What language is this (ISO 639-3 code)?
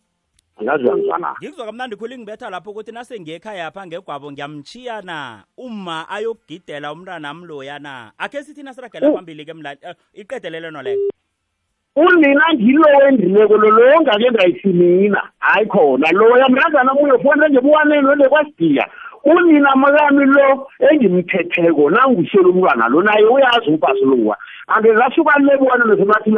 nbl